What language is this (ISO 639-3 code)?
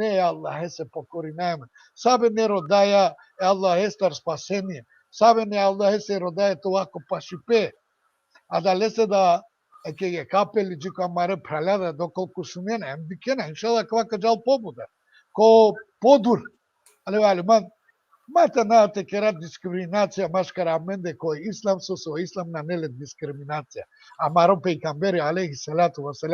rmn